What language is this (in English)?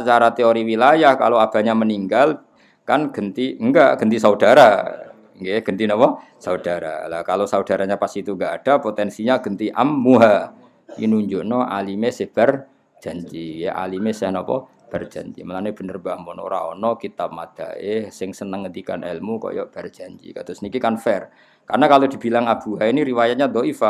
Javanese